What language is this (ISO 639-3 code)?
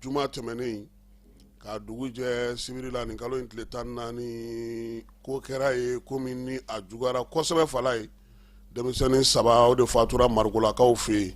bam